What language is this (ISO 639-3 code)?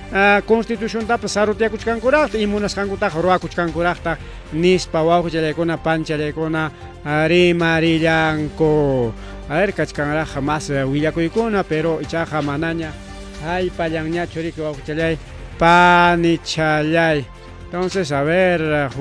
quy